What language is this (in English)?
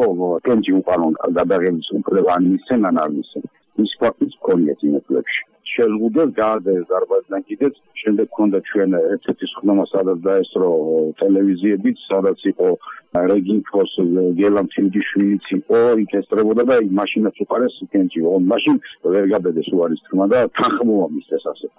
Georgian